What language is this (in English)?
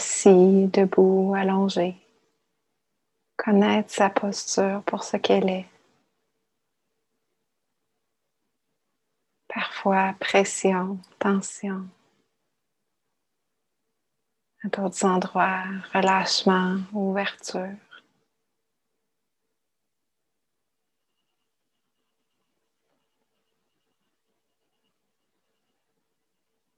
French